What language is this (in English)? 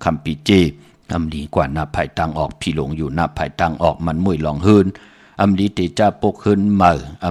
Shan